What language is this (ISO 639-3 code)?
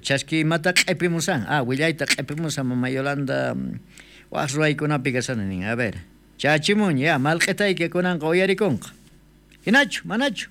quh